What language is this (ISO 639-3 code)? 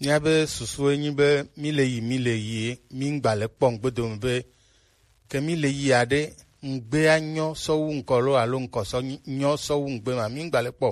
gej